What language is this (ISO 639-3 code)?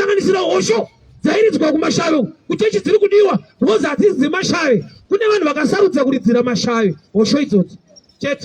sna